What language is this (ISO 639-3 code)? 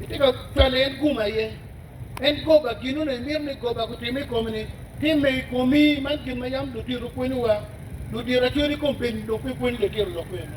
ach